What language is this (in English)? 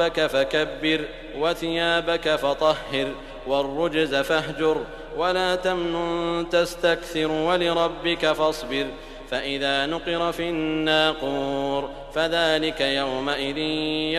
Arabic